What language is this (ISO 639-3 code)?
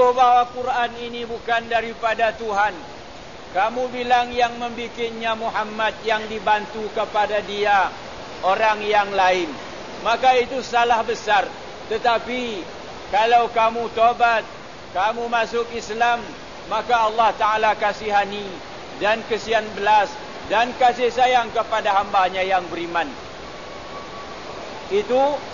msa